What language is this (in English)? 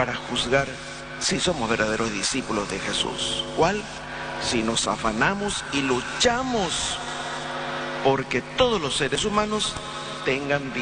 Spanish